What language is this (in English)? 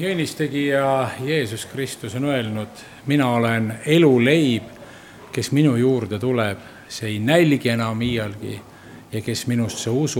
Estonian